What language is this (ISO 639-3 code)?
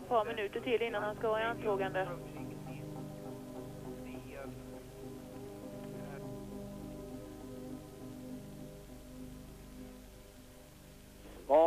swe